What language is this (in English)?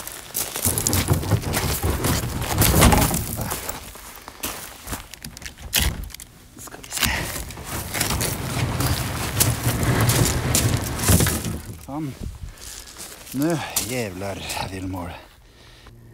Norwegian